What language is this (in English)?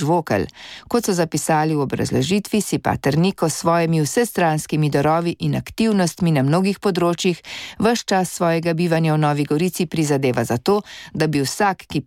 Slovenian